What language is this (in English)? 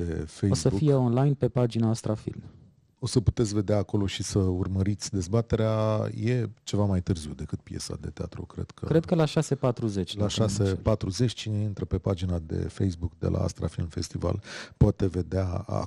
Romanian